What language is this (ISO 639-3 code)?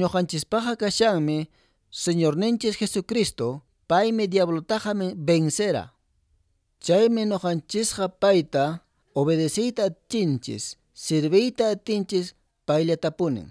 que